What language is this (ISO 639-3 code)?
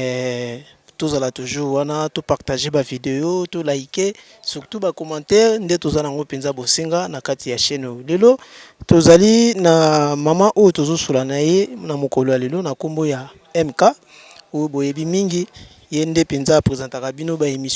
lin